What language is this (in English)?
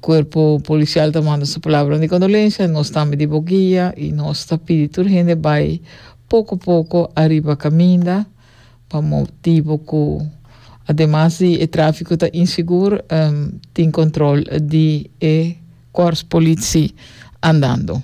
Papiamento